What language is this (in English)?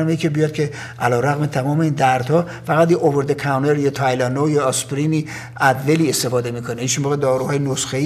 Persian